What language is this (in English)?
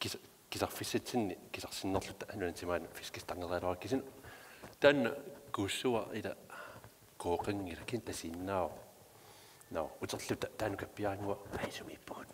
Kalaallisut